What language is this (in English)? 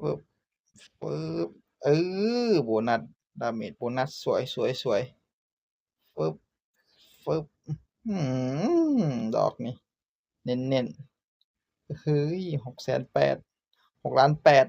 Northeastern Thai